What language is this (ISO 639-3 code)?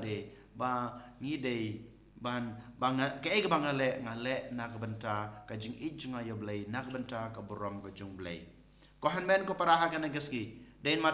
kha